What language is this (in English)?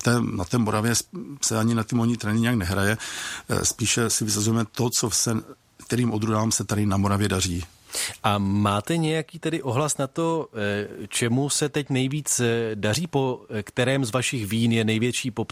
Czech